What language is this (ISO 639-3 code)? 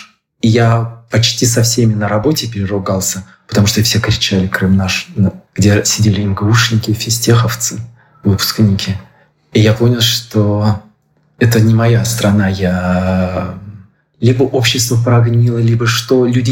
rus